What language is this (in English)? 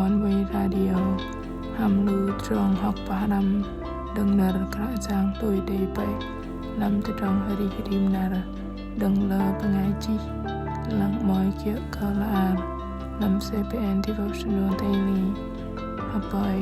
Bahnar